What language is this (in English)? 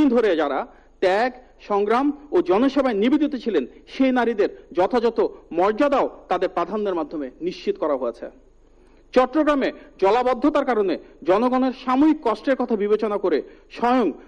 Bangla